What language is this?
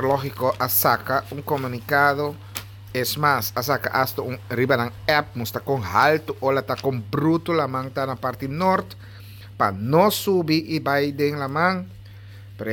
Papiamento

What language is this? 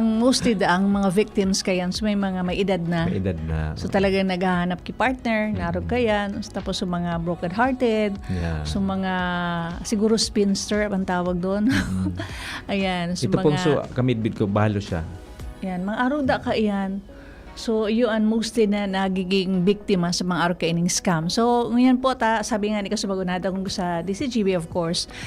Bikol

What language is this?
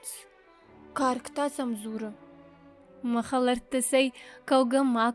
Ossetic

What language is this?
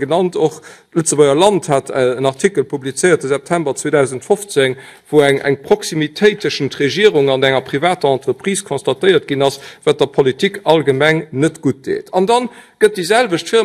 Luxembourgish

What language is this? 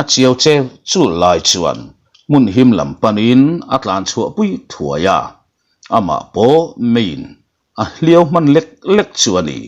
Mizo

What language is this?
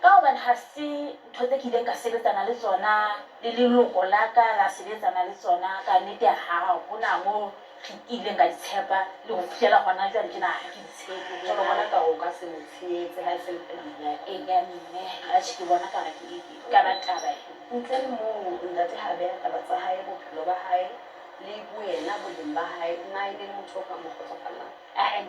Southern Sotho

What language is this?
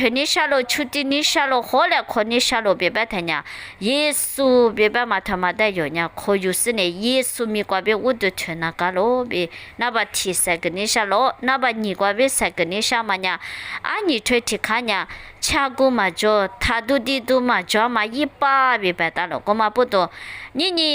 Lisu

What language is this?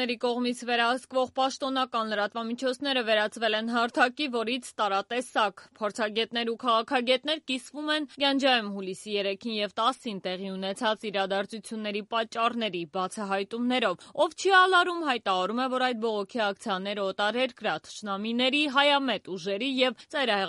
Armenian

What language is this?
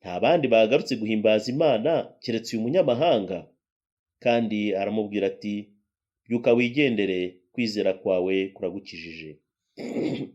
Kinyarwanda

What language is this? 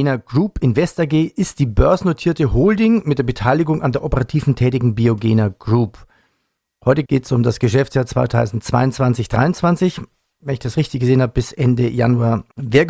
German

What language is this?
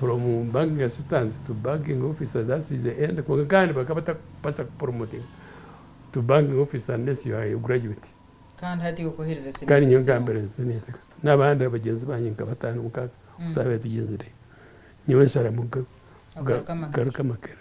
Nyankole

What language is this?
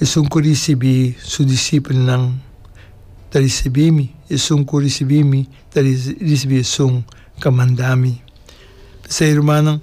Papiamento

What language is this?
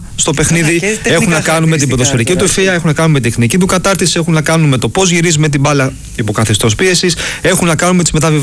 Greek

